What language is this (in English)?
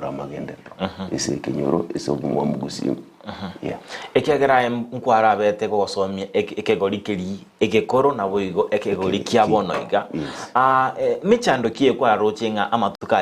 Gusii